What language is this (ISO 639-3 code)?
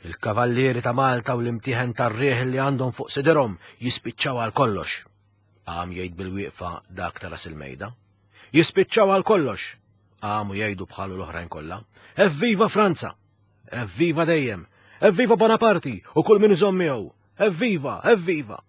mlt